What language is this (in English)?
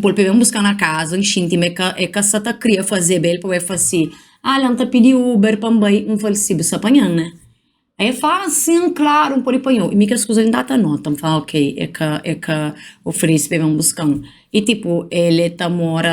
Kabuverdianu